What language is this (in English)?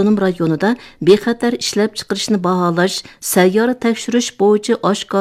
Uyghur